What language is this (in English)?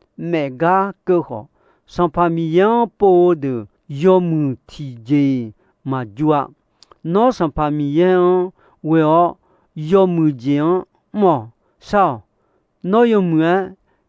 Akha